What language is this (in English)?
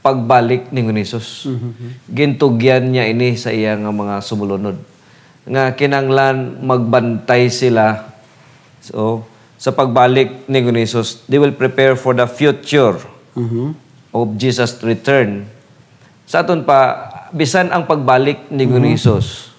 Hiligaynon